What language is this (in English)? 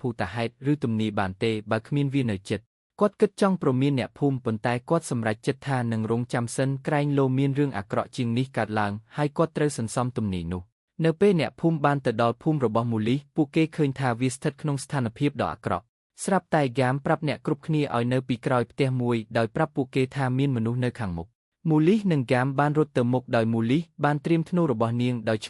Khmer